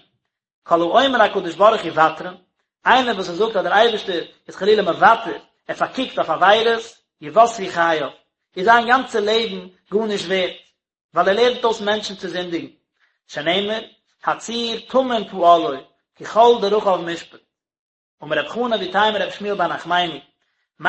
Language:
Yiddish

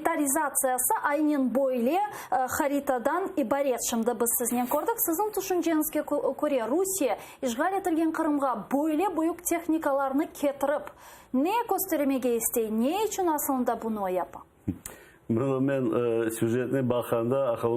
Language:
Crimean Tatar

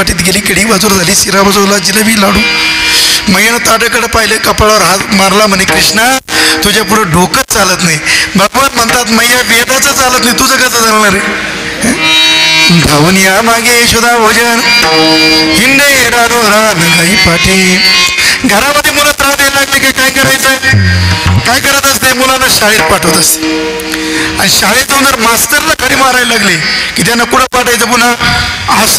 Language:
Marathi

